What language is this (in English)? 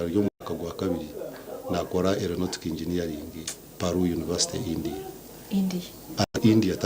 Nyankole